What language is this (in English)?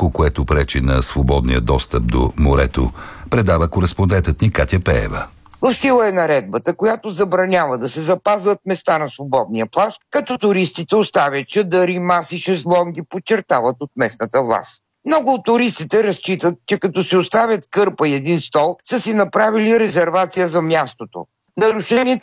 Bulgarian